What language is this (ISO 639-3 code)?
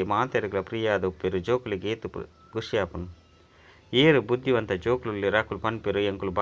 tcy